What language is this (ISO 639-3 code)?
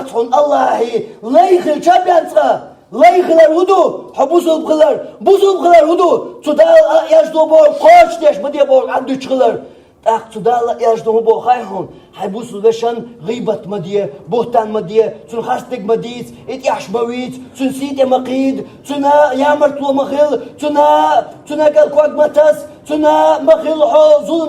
che